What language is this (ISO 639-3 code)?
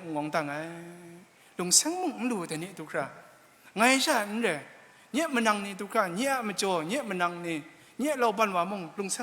kac